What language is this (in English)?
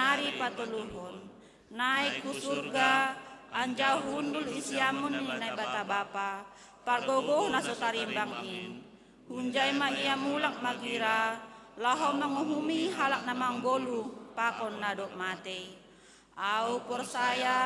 Batak Simalungun